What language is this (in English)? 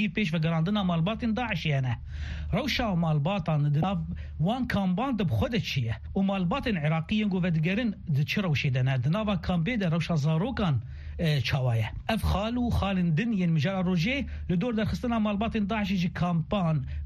Kurdish